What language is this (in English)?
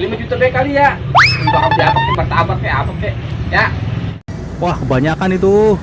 Betawi